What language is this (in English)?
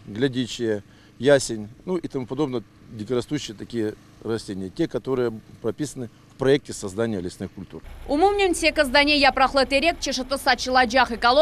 Crimean Tatar